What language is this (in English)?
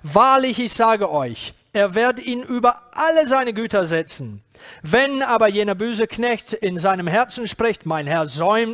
German